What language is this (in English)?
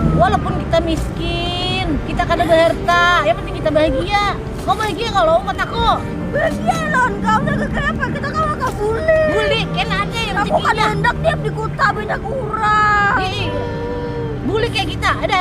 Banjar